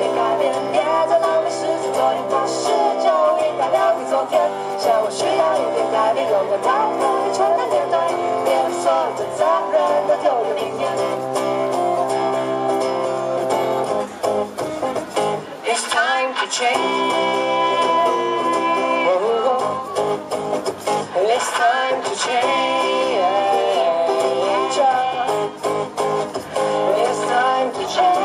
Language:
Chinese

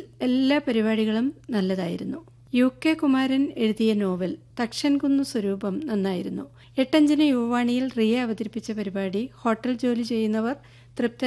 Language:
Malayalam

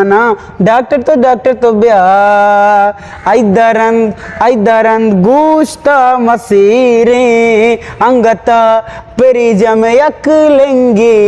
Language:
Eastern Balochi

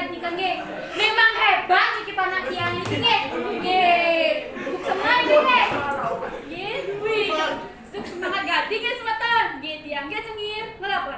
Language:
Balinese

